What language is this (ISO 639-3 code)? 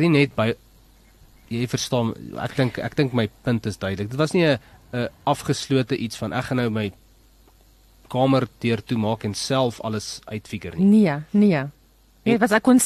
afr